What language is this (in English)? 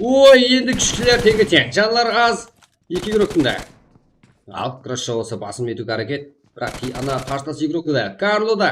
Kara-Kalpak